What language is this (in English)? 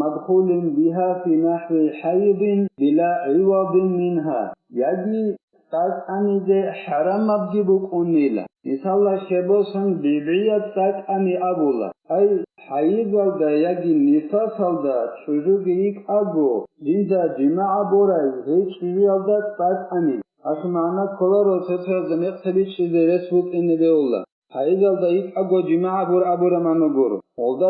Avaric